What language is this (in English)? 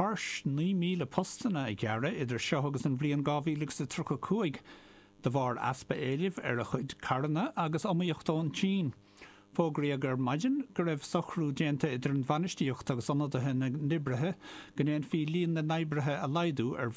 Irish